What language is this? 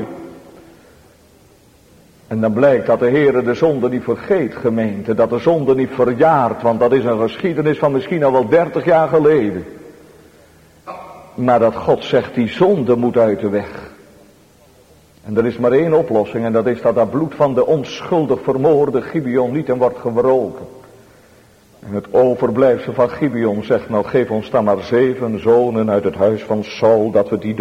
Dutch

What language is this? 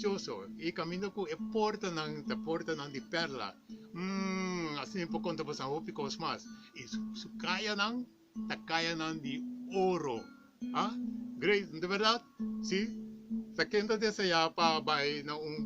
Papiamento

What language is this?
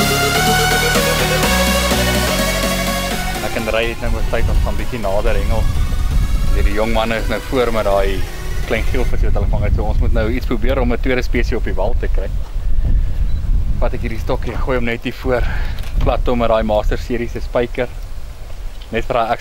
Afrikaans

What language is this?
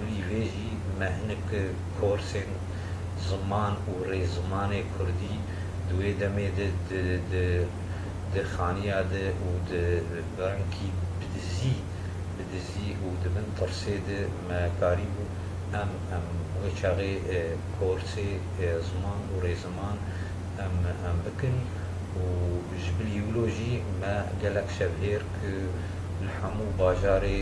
Kurdish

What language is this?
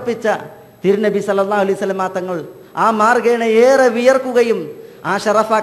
Malayalam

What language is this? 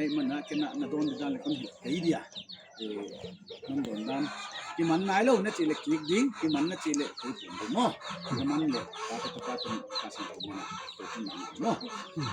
Paite Chin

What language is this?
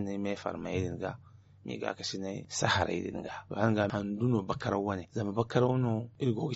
Zarma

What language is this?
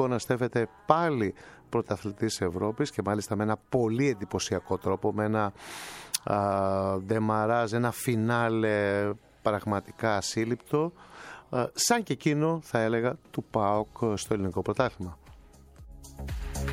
Greek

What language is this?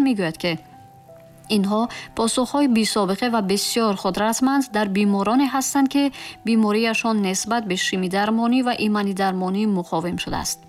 Tajik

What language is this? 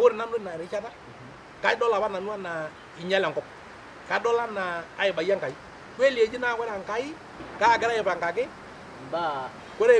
Masai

